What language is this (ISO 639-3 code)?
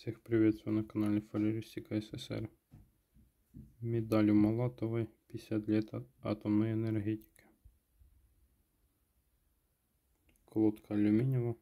rus